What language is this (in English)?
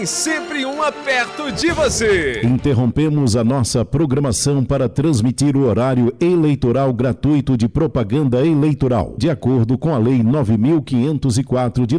Portuguese